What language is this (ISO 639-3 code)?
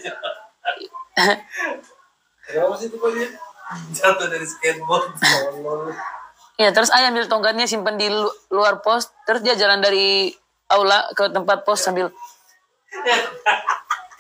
ind